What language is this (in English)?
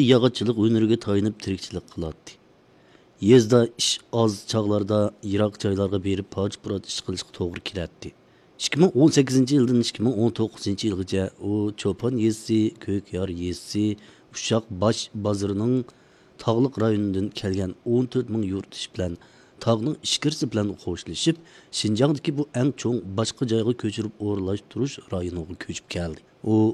Uyghur